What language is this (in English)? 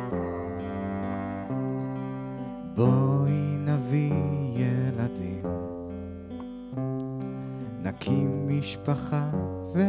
Hebrew